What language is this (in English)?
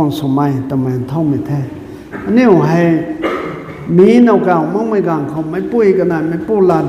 Rongmei Naga